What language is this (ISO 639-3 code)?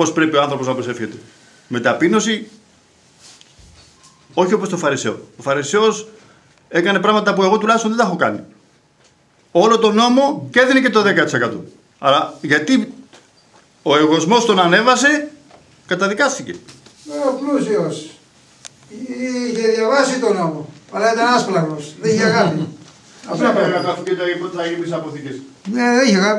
ell